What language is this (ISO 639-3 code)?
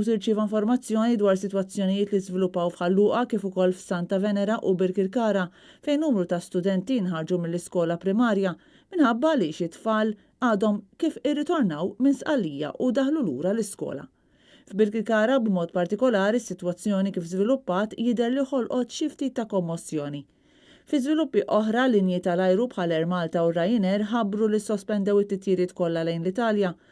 mlt